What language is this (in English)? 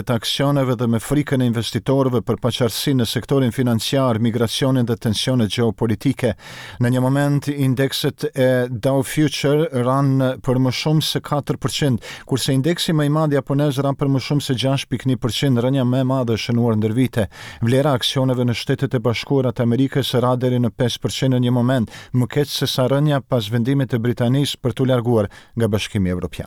Albanian